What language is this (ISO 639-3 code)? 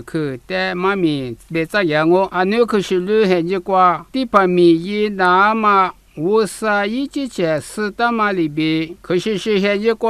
lis